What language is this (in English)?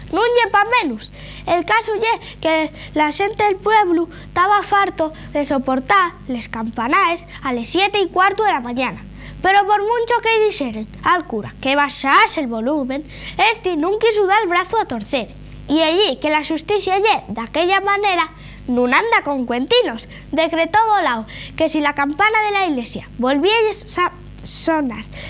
Asturian